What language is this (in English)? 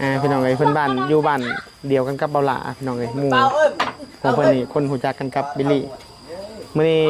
Northeastern Thai